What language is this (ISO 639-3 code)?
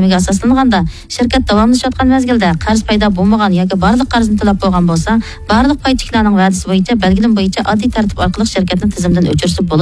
uig